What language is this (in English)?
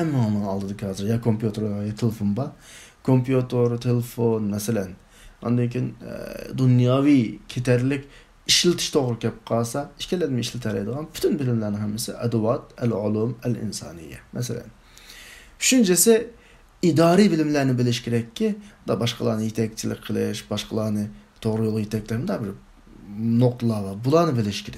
Uyghur